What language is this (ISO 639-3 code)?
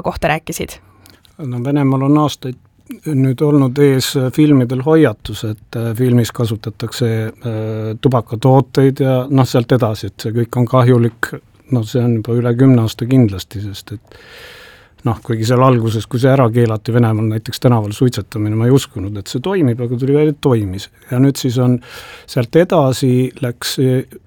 est